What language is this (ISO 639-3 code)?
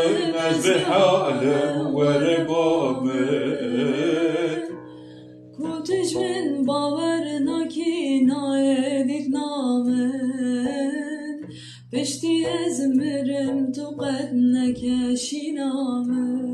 kur